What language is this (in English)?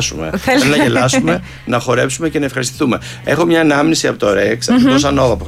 Greek